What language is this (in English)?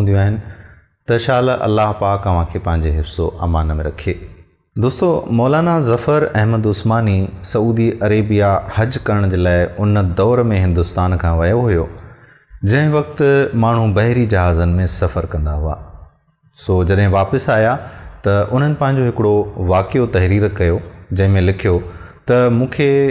Sindhi